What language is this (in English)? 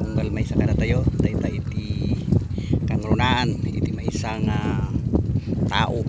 Iloko